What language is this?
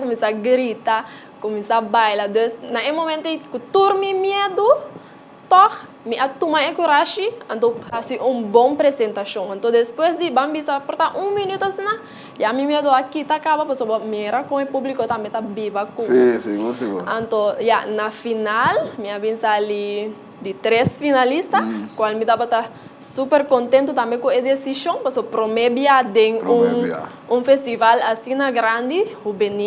Papiamento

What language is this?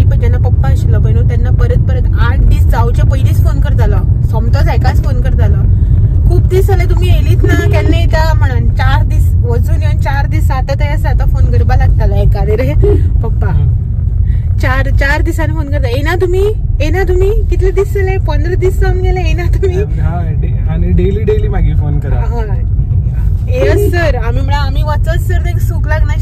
Konkani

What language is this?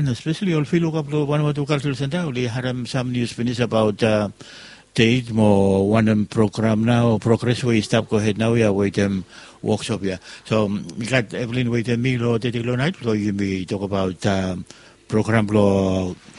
Bislama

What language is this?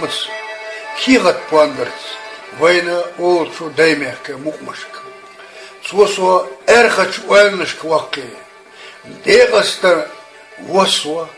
Chechen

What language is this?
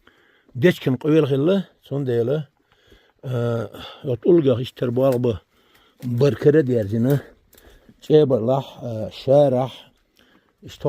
Chechen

